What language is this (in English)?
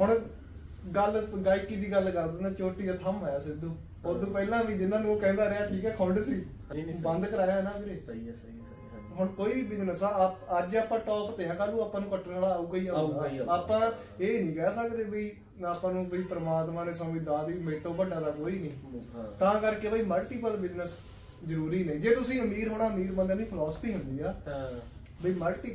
Punjabi